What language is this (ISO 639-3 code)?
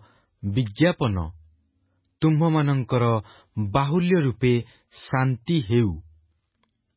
ori